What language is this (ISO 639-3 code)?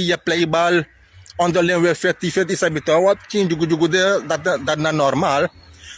srn